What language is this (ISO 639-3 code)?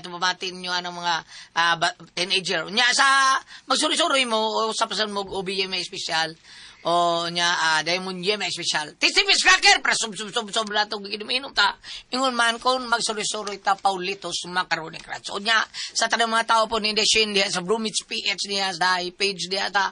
ceb